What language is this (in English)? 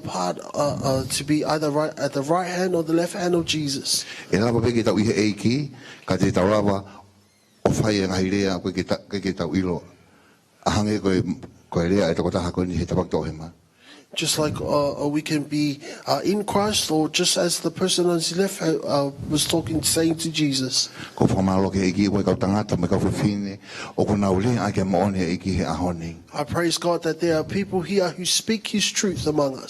Tongan